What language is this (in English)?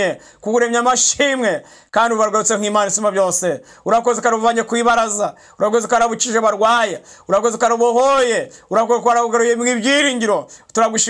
Kinyarwanda